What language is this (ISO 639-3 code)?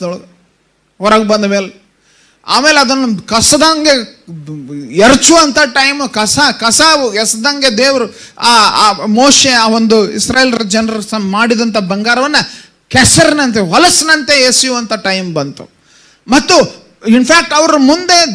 kan